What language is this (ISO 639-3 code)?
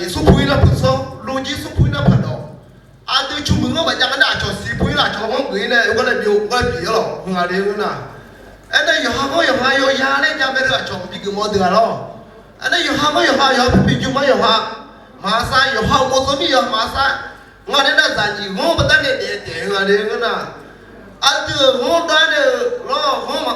ahk